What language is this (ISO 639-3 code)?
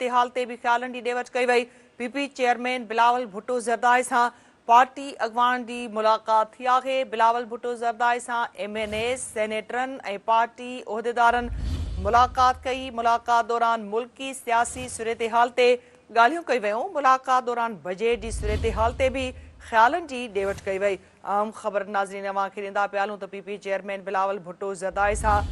snd